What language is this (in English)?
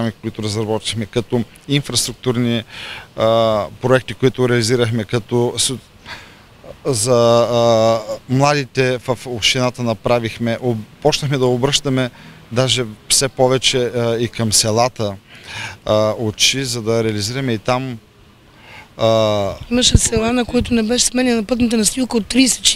Bulgarian